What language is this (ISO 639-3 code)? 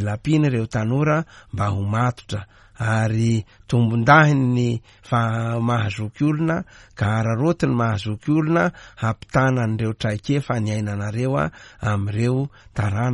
mlg